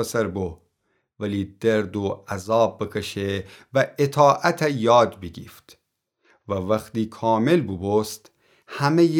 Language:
Gilaki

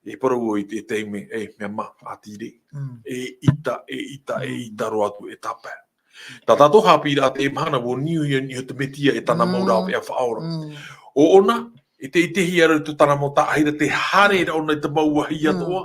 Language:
Tahitian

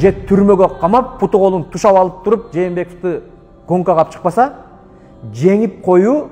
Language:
Kyrgyz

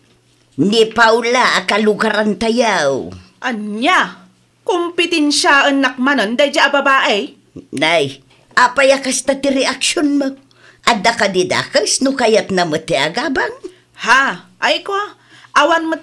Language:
Iloko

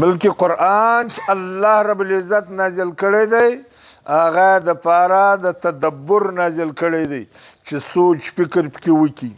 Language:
Pashto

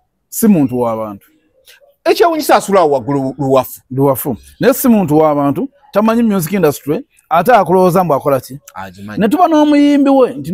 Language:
Ganda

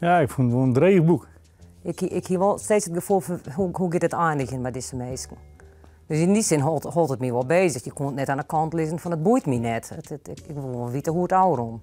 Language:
Western Frisian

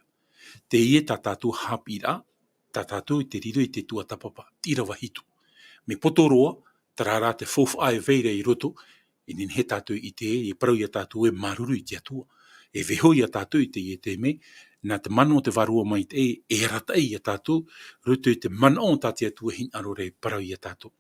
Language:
Tahitian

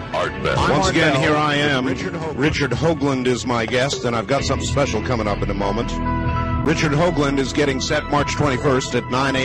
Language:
English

